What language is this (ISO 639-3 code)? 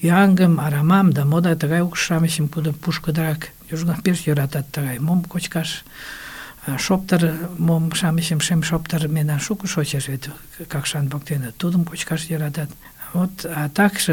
chm